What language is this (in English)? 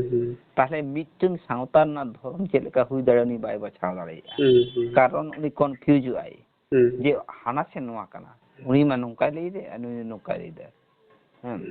Santali